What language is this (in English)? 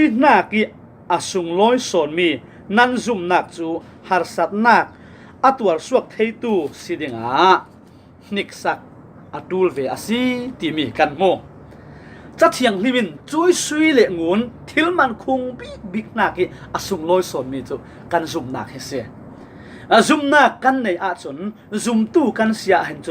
Falam Chin